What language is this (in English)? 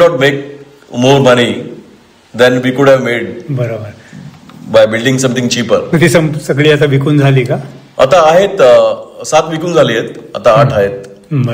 Marathi